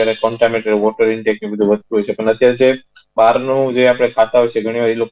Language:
Gujarati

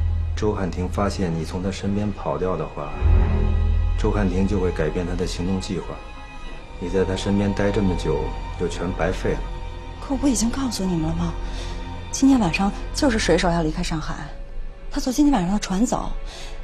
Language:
Chinese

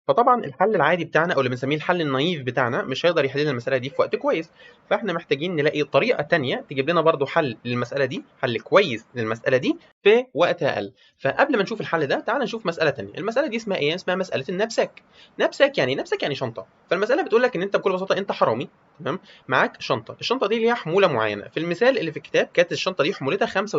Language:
Egyptian Arabic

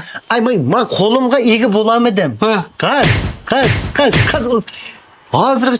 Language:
Uyghur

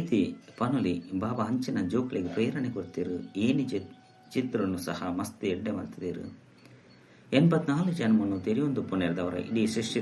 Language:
Tulu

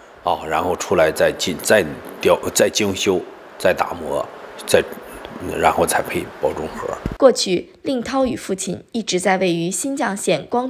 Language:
Chinese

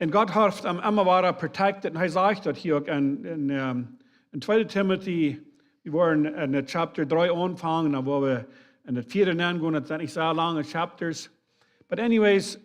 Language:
Plautdietsch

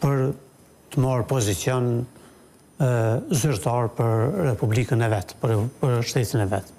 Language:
Albanian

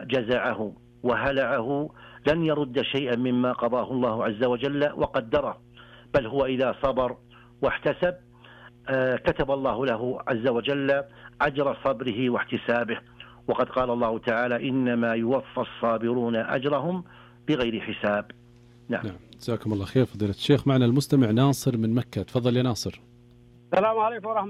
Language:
Arabic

